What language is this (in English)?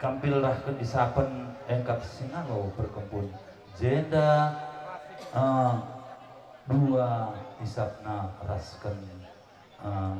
Batak Karo